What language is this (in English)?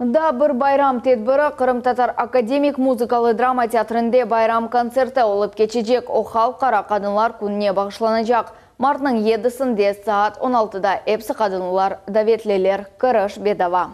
Crimean Tatar